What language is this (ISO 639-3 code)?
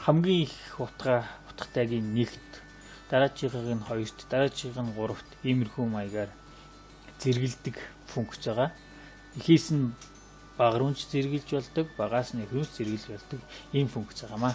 mon